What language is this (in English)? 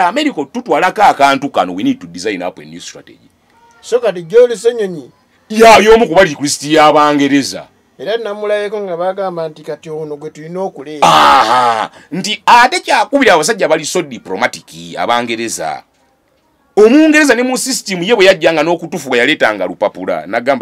Ganda